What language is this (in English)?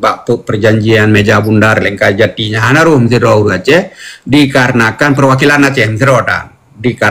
Achinese